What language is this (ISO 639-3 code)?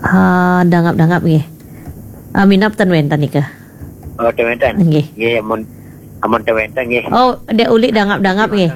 ban